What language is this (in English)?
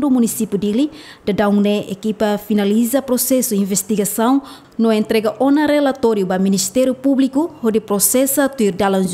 Tetum